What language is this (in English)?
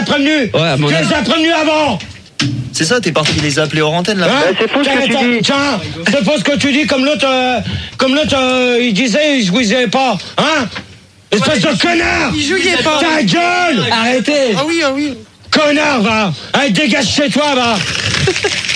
French